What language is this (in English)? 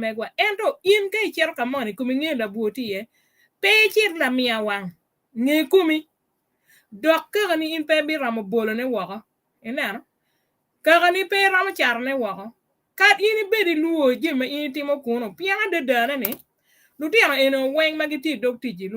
Acoli